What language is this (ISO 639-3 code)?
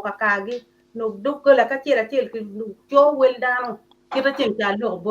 ach